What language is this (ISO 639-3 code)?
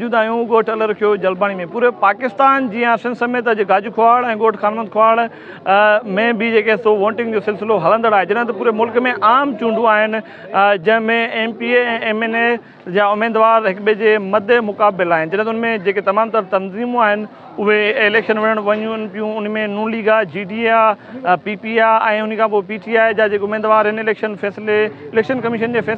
snd